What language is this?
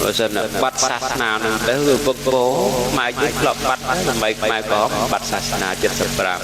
Khmer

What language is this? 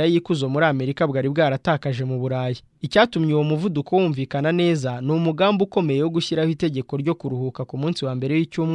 Kinyarwanda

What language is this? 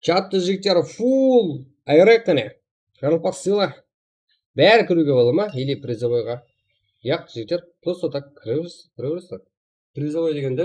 Kara-Kalpak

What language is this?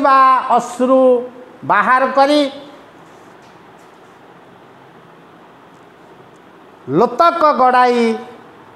Odia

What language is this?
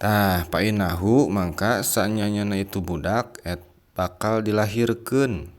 Sundanese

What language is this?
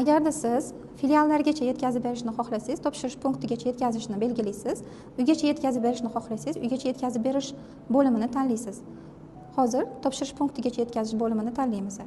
Uzbek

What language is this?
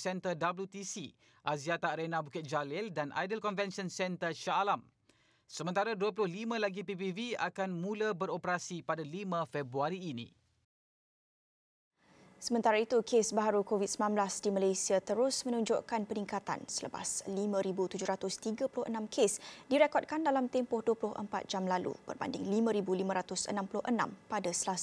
Malay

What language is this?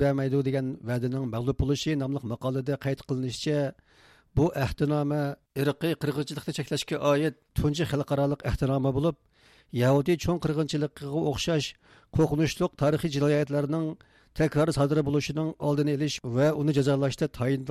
Uyghur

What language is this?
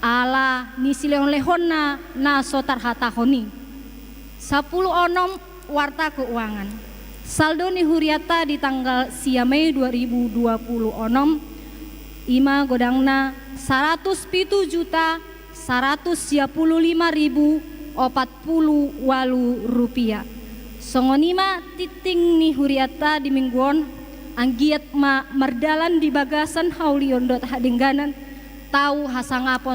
Batak Toba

